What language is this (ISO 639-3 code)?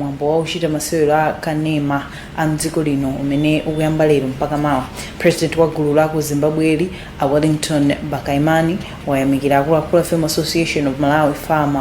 nya